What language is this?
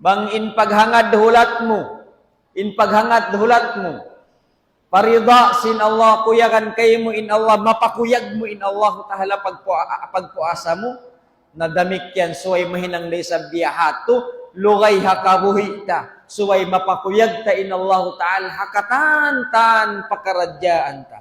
Tausug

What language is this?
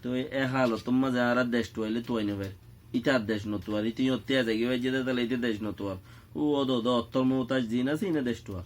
Rohingya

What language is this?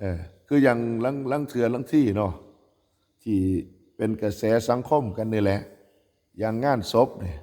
Northeastern Thai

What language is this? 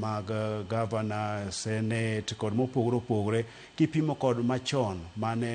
Luo (Kenya and Tanzania)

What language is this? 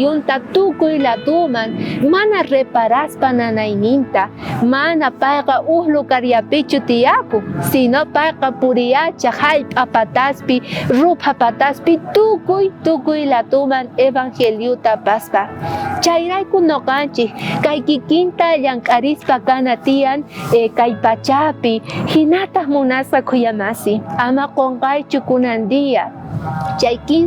South Bolivian Quechua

